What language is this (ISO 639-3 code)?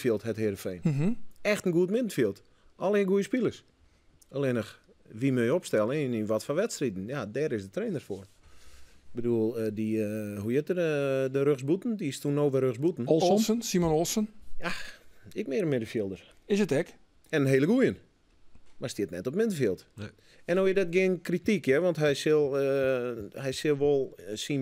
fry